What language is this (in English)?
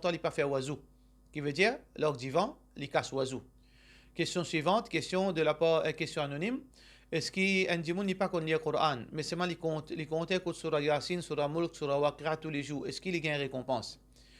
Morisyen